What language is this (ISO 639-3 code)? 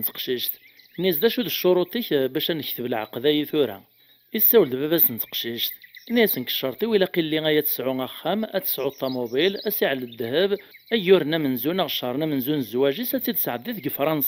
kab